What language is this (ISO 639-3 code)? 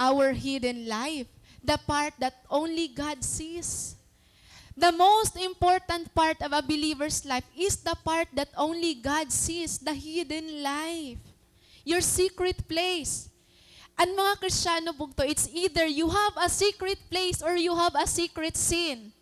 war